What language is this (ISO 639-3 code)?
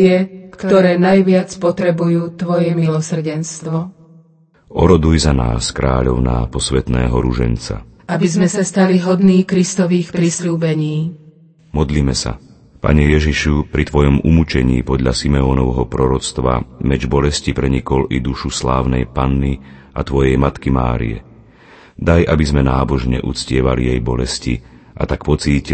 slk